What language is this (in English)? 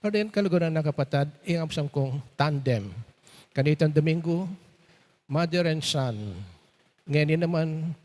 Pampanga